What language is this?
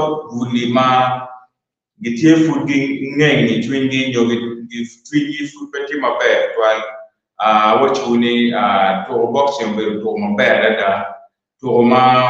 Acoli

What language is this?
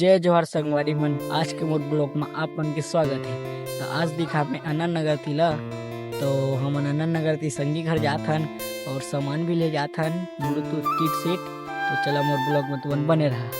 Chhattisgarhi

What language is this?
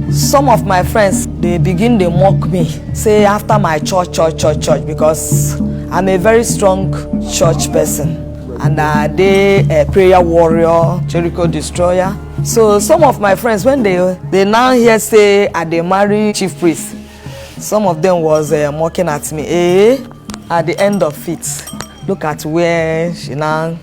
Nigerian Pidgin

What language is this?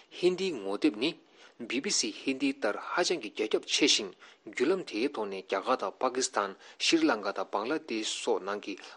Tibetan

